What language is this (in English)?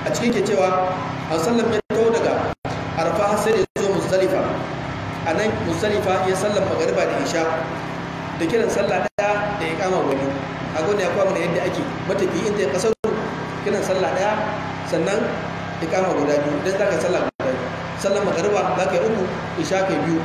Hausa